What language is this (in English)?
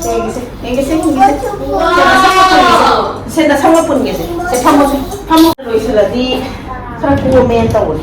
Manipuri